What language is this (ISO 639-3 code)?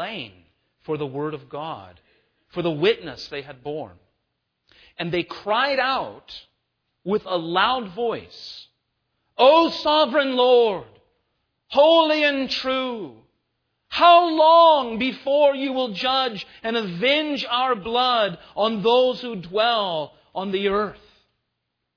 eng